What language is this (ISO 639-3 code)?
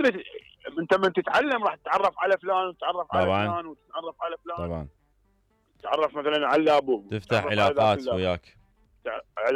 acm